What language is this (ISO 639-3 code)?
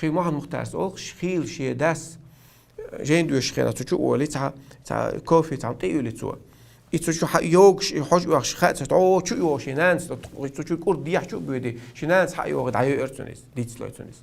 che